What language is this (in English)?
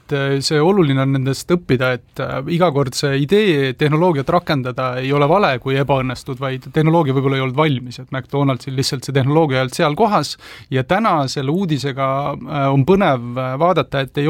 Estonian